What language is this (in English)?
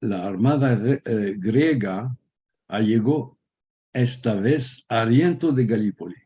Ladino